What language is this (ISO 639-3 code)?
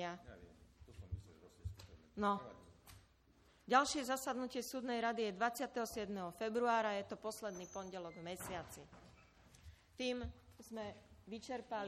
slk